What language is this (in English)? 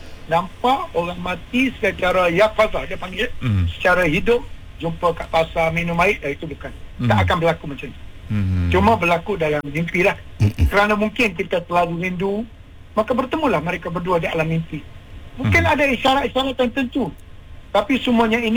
Malay